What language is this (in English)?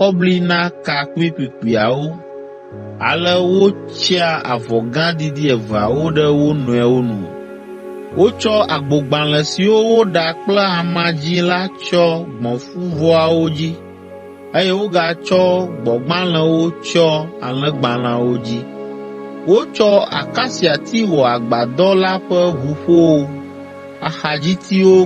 Ewe